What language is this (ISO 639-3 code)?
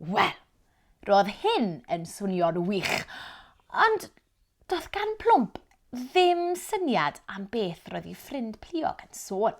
cym